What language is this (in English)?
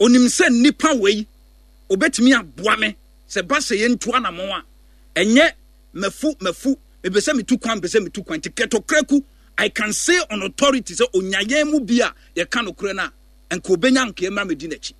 Akan